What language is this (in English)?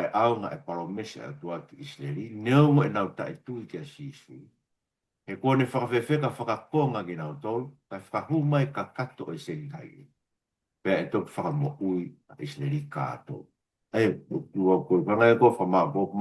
Tongan